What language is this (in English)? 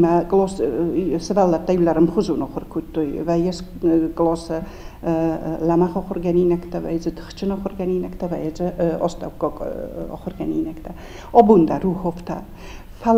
Ossetic